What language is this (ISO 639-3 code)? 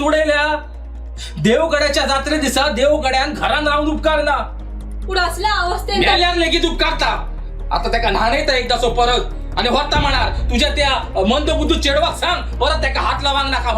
kok